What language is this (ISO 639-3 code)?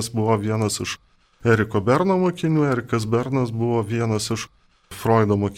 lit